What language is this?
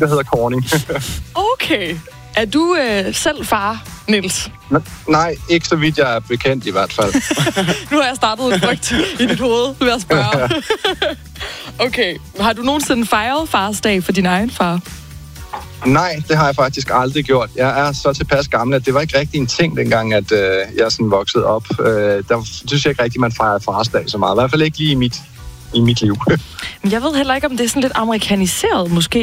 Danish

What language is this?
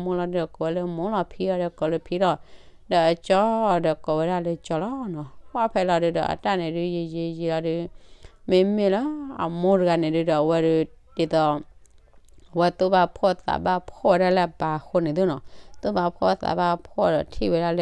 S'gaw Karen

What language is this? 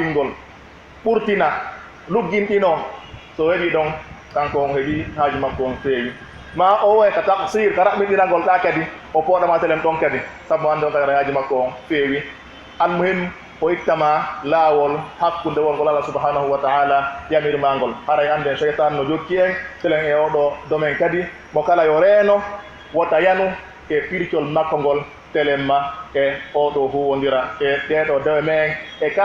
Pular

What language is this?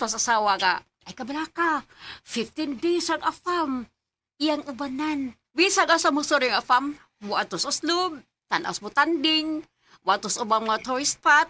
Cebuano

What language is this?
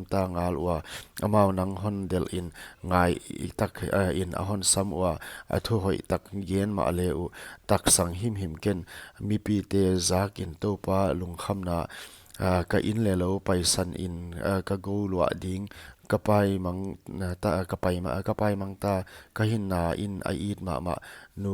Paite Chin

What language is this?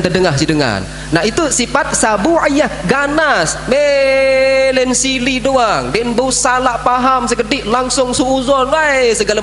Sasak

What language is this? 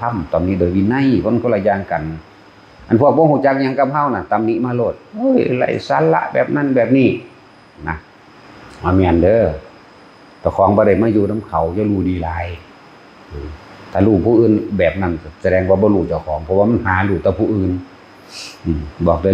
Northeastern Thai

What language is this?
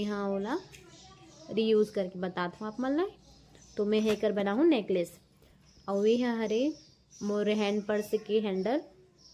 Chhattisgarhi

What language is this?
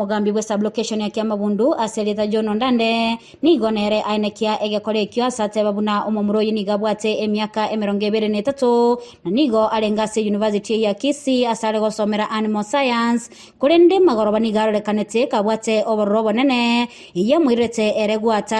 Gusii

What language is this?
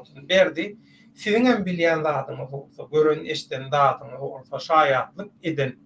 Turkmen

